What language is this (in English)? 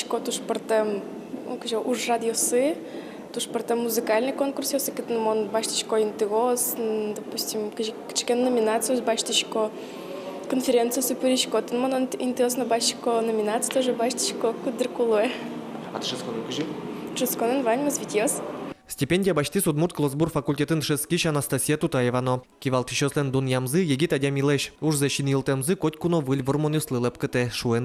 Udmurt